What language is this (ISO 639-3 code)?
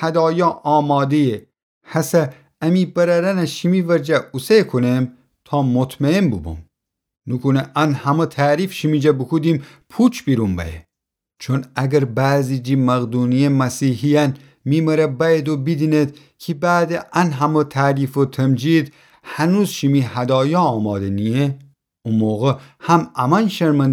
glk